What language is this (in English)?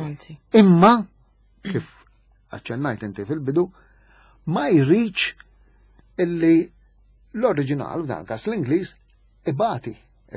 Maltese